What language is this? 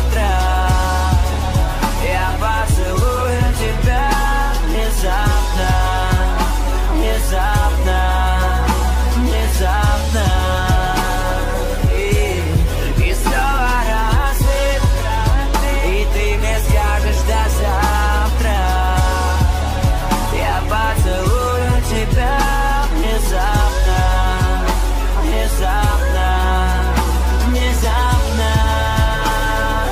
Russian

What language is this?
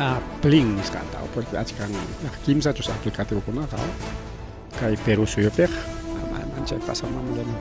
Ayacucho Quechua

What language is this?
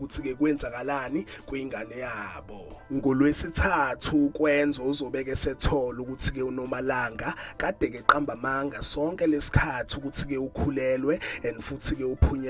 Zulu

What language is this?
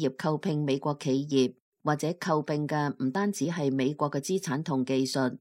Cantonese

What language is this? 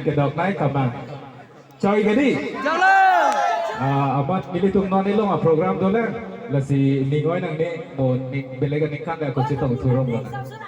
Karbi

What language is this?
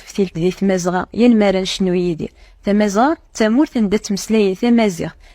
Kabyle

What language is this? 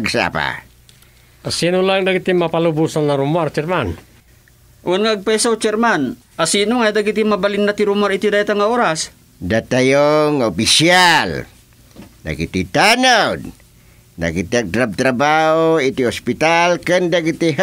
Iloko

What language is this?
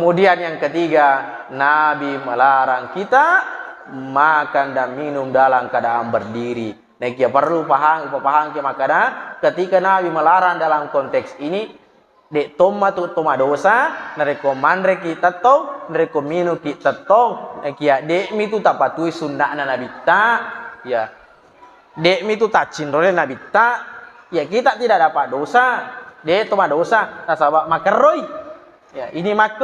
Buginese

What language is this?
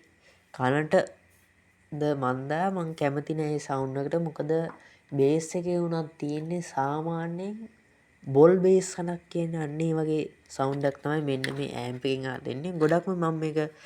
Sinhala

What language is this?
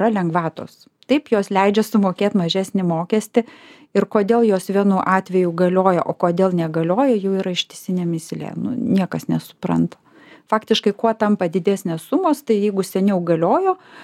Lithuanian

